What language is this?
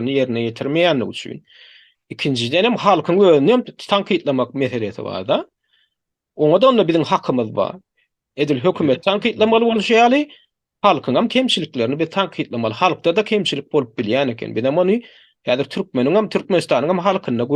Turkmen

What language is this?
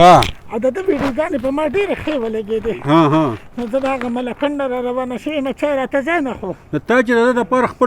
Pashto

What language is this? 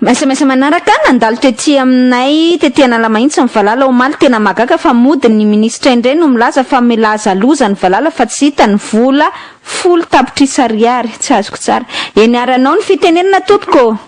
Malagasy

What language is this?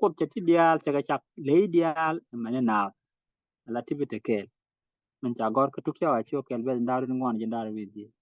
Nuer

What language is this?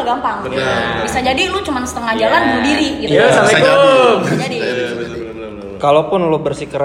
Indonesian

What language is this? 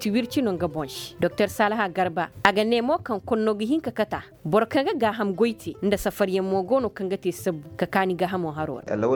Koyraboro Senni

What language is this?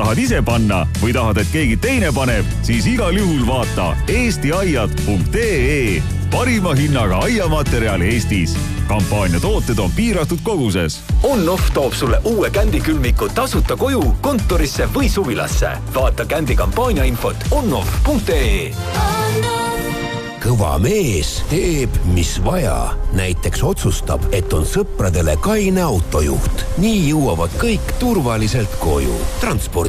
Estonian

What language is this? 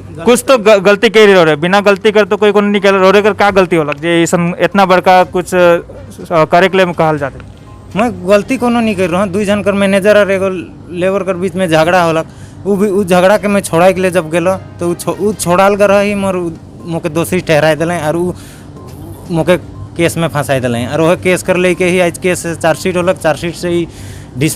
Sadri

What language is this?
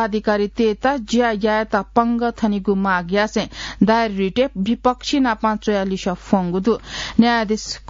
Newari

